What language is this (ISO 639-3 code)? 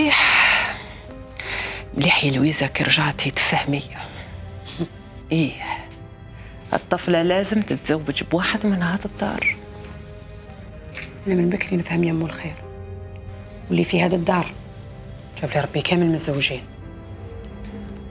arq